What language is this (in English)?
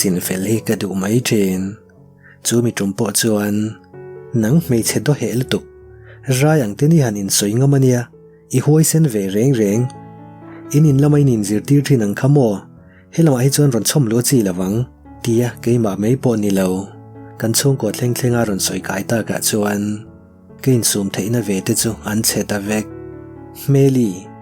Mizo